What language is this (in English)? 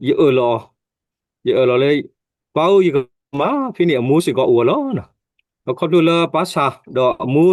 S'gaw Karen